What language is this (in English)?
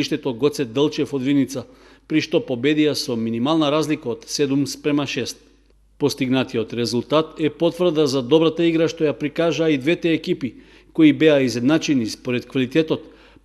Macedonian